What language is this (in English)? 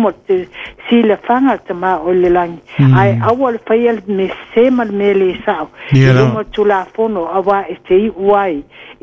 Samoan